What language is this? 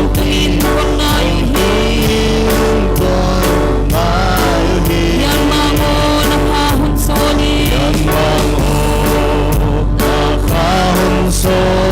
Paite Chin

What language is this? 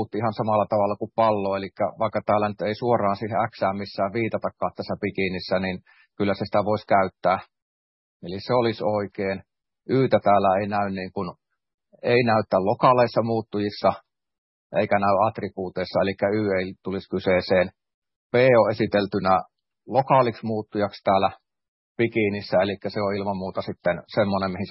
Finnish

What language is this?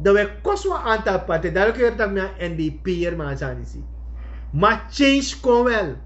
Sranan Tongo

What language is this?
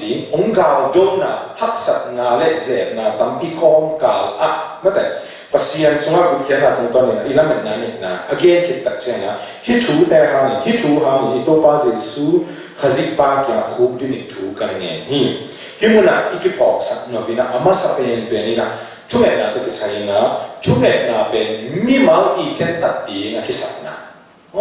Tedim Chin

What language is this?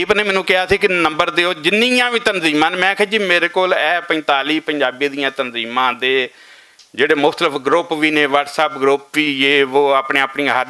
Western Panjabi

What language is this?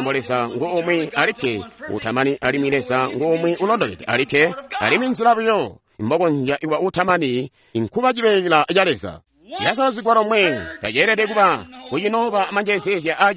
Tonga (Zambia)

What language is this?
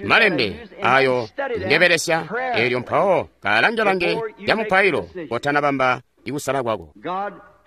Tonga (Zambia)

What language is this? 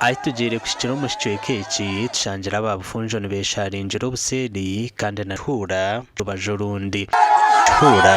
Nyankole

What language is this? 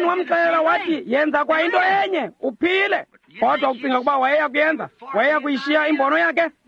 Xhosa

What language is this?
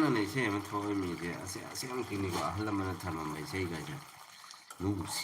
Manipuri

